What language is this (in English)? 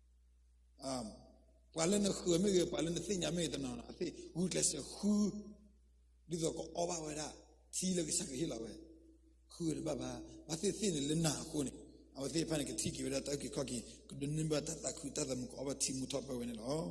S'gaw Karen